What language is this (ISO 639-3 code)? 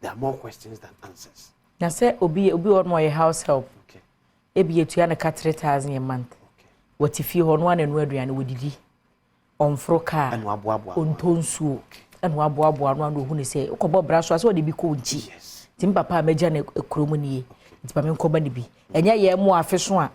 aka